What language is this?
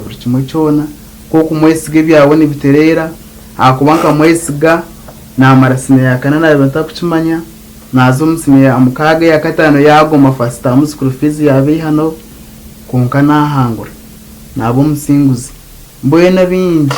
Nyankole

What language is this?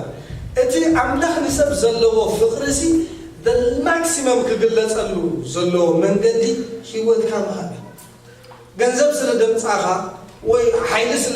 Tigrinya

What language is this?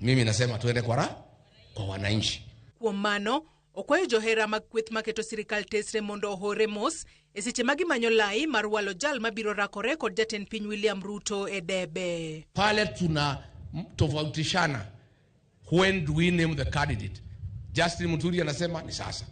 Luo (Kenya and Tanzania)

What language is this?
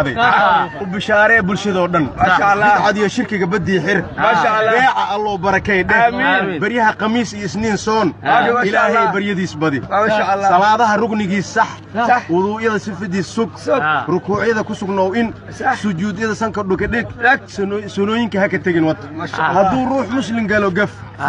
Somali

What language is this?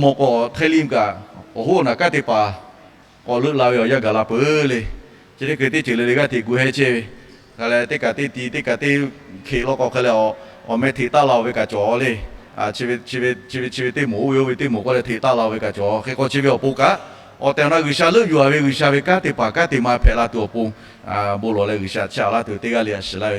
Lahu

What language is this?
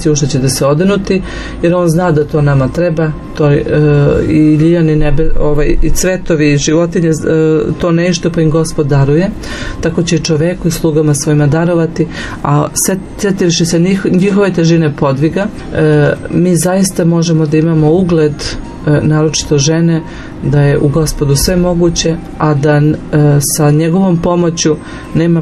Serbian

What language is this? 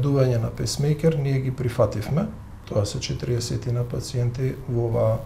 Macedonian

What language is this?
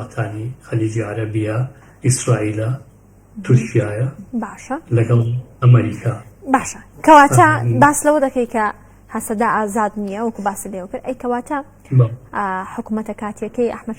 Central Kurdish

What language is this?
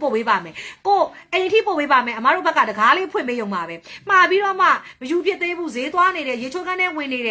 Burmese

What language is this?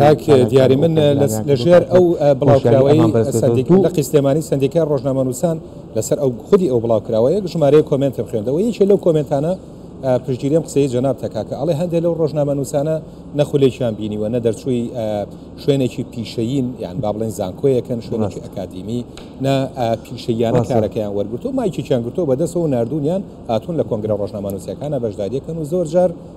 Central Kurdish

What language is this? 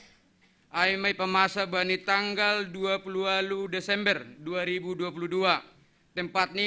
Batak Simalungun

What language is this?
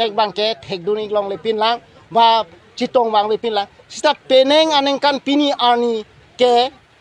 Karbi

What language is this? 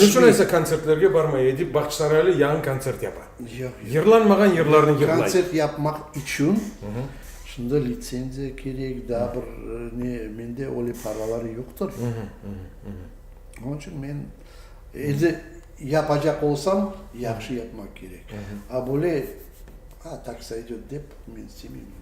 Crimean Tatar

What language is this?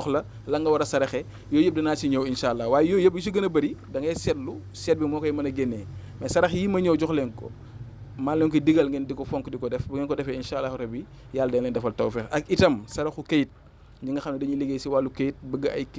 Wolof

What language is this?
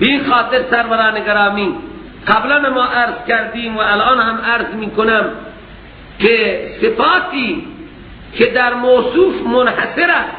Persian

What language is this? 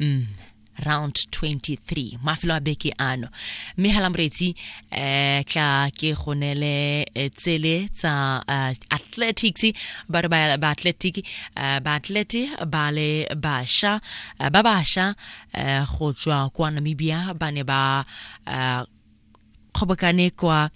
Tswana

